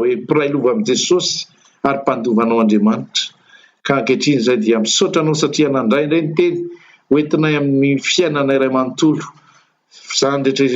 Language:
Malagasy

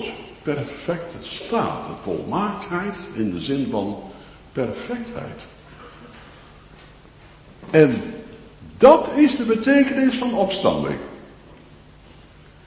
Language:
Dutch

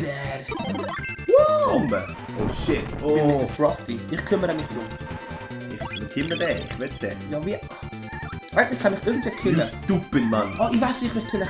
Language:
Swiss German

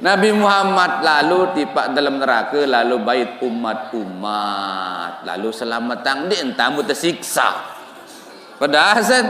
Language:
Sasak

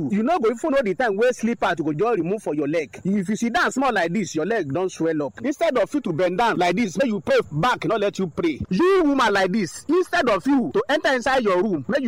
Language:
Nigerian Pidgin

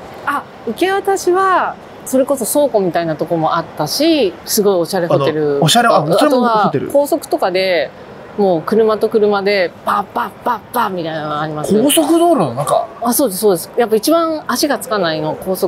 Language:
Japanese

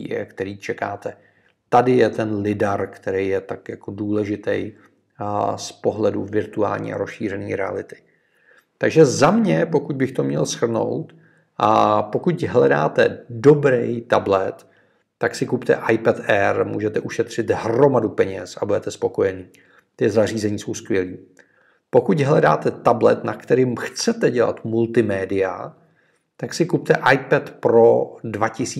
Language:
Czech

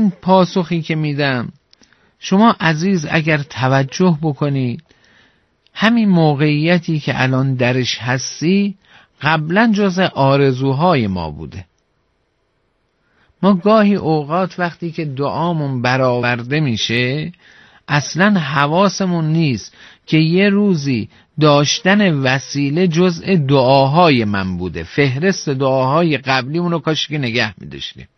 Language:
Persian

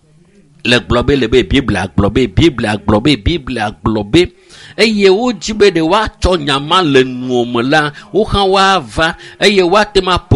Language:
Ewe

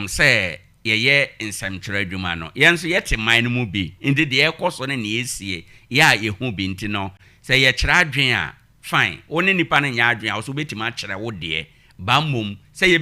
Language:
Akan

